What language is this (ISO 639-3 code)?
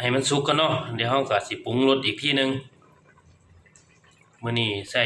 lao